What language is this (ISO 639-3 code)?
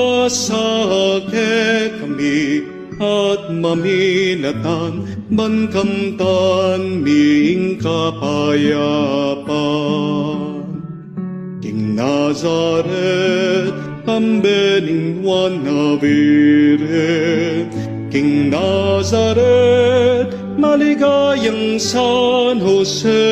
pam